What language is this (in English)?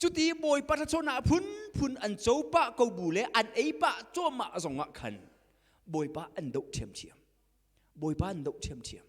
Hakha Chin